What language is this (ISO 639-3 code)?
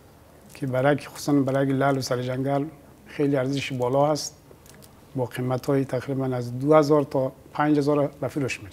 fas